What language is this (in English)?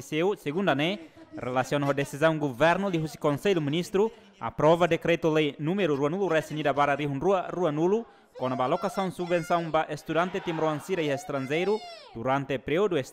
Tetum